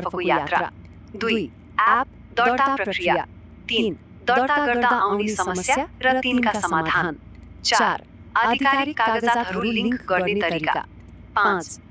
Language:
Nepali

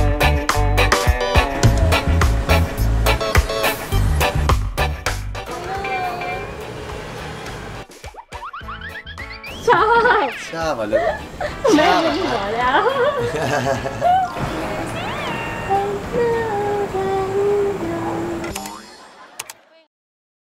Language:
Thai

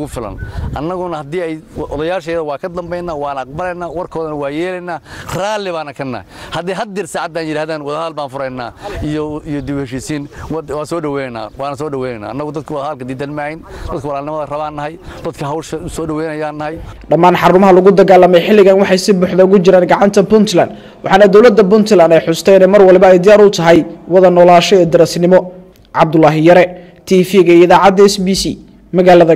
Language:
Somali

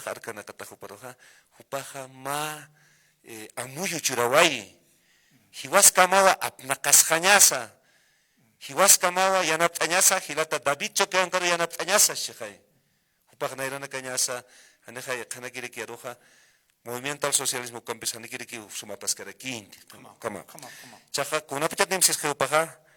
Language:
Aymara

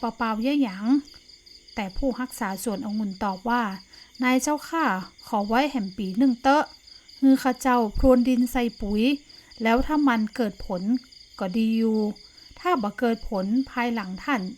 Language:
Northern Thai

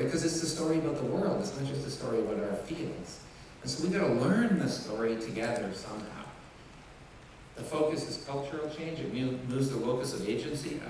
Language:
English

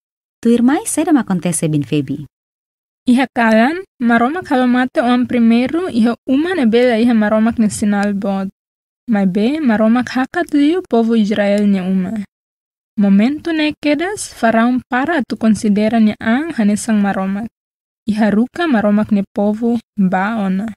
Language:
Tetum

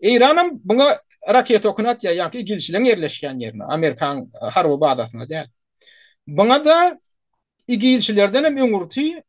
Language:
Turkmen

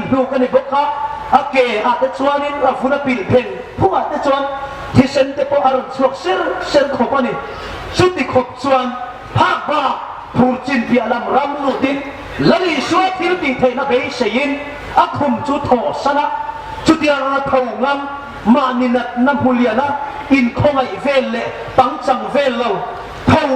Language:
Hmar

